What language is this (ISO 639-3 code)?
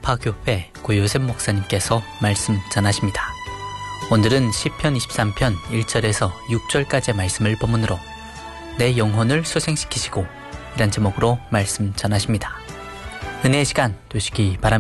kor